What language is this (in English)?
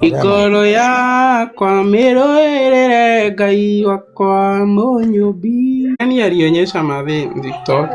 Kikuyu